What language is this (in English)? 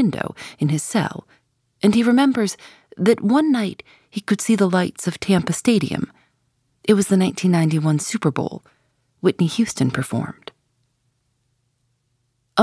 English